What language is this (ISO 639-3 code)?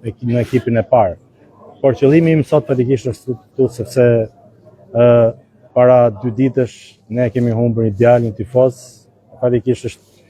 sqi